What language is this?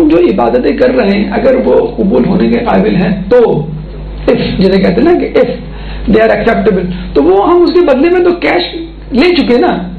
Urdu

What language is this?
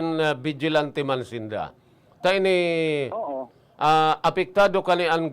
Bikol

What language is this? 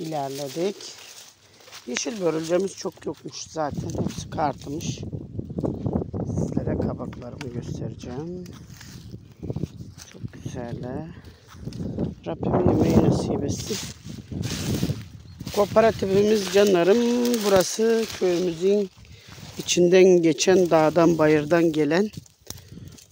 Turkish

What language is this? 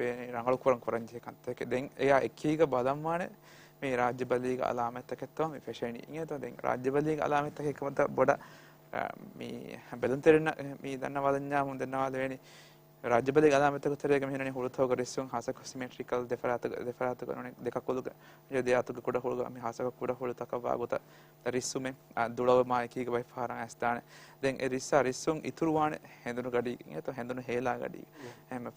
Divehi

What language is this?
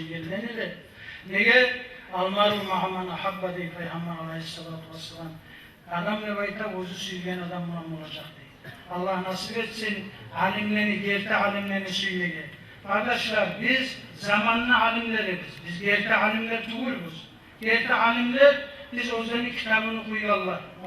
Kumyk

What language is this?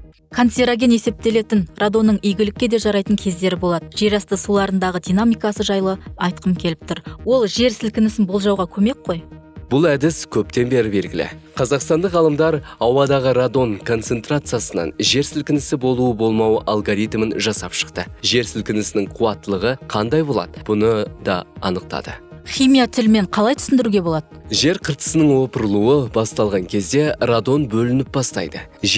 Kazakh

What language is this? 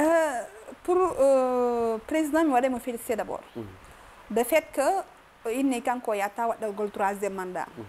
Fula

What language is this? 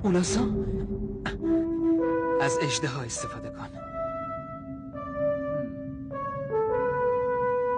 Persian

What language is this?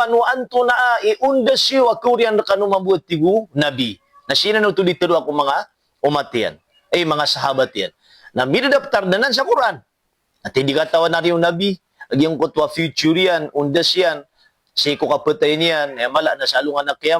Maranao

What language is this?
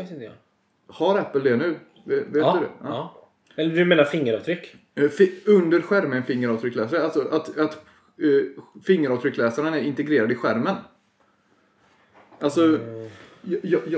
Swedish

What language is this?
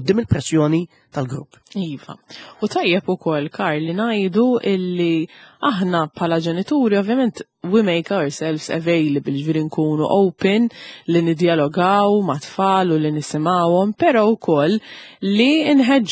Maltese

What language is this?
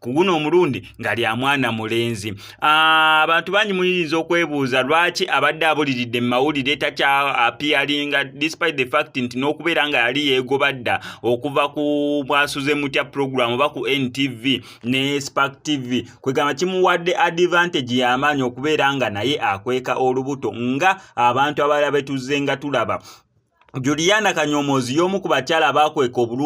Ganda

